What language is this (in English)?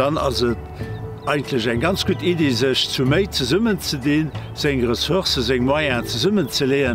Luxembourgish